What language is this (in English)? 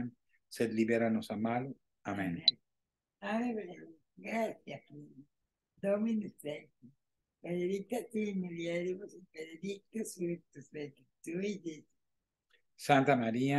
Latin